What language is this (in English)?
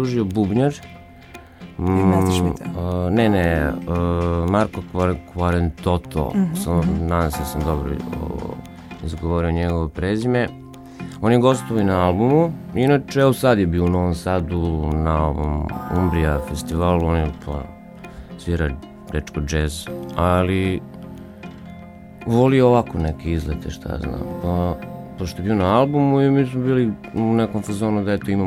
Serbian